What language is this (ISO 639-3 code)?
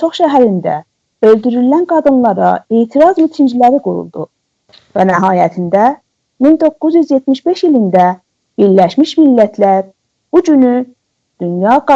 azb